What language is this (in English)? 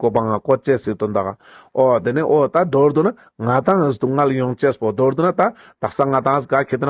Ladakhi